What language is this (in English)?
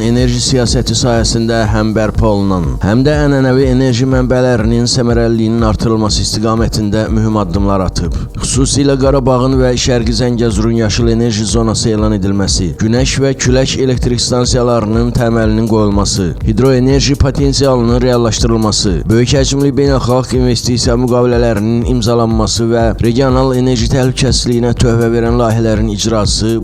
Azerbaijani